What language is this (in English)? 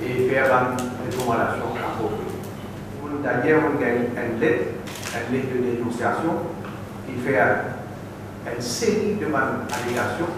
Morisyen